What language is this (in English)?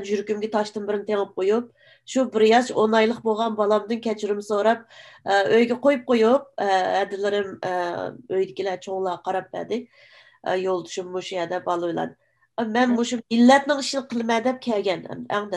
Uyghur